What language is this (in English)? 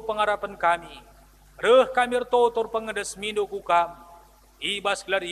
Batak Karo